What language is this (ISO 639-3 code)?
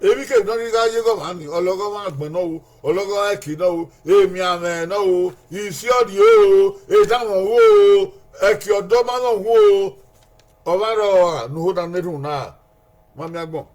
bin